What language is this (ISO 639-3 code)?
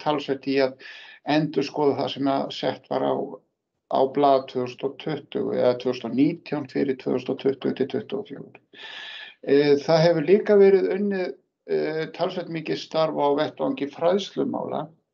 isl